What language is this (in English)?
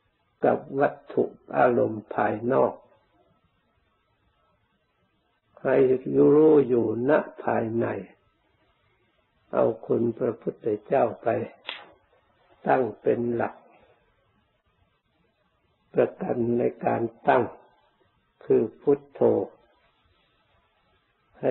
Thai